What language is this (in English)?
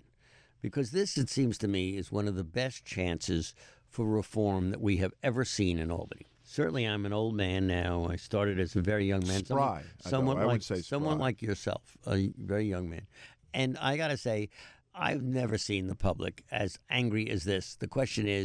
English